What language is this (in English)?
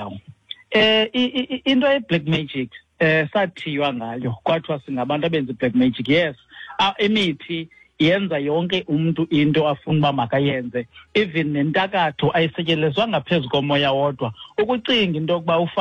Xhosa